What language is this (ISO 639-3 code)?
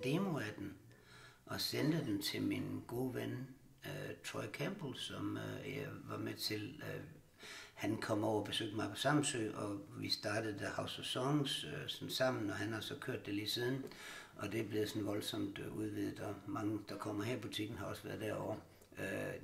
dan